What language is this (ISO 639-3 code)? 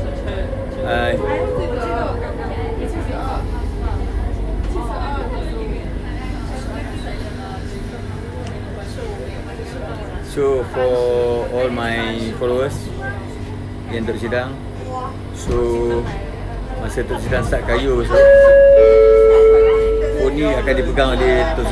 msa